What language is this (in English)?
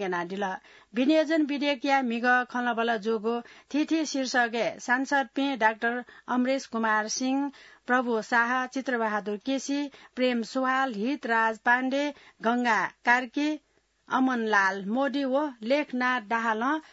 Newari